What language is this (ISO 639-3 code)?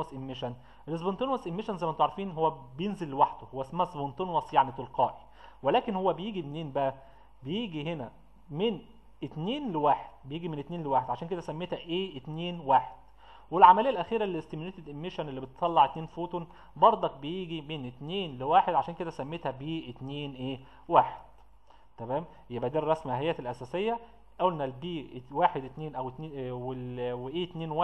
arz